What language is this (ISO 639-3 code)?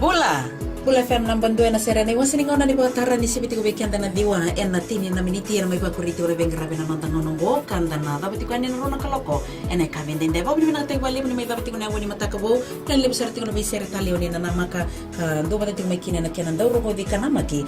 fij